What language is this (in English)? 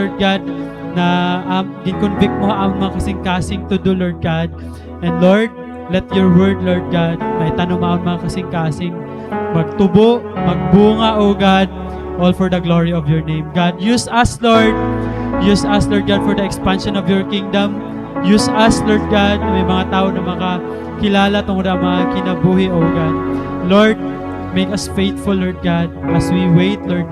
Waray